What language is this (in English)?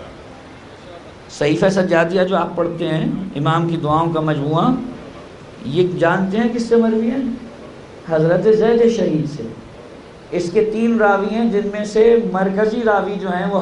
Urdu